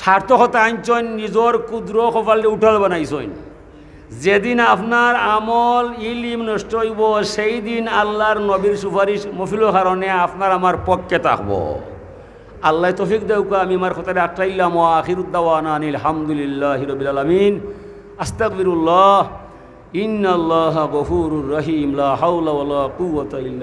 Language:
Sylheti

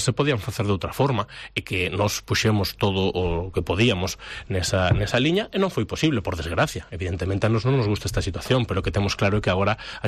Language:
Galician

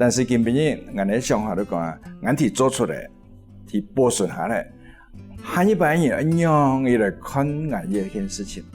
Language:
Hakka Chinese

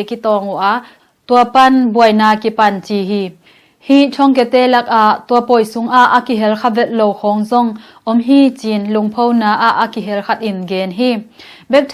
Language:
Tedim Chin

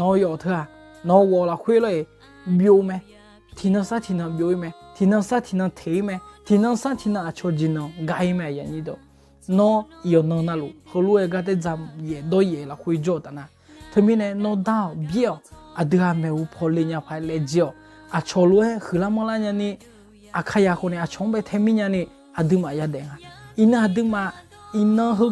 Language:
Akha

